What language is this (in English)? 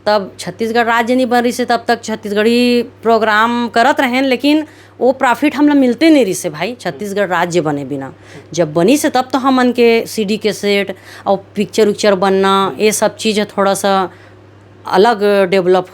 Chhattisgarhi